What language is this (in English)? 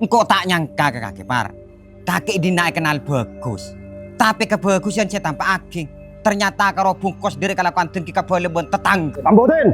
Madurese